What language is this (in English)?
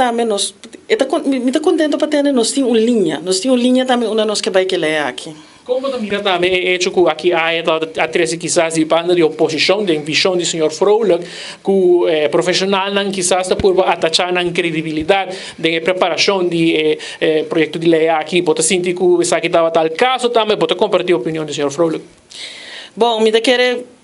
Papiamento